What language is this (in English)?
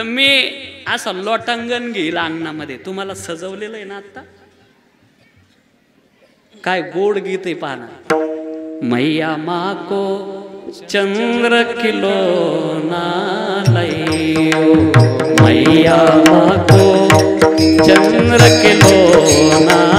Marathi